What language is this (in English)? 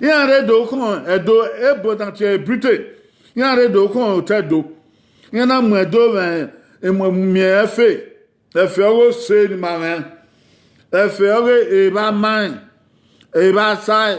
Bini